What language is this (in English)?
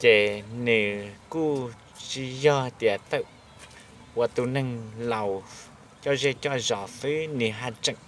Hmong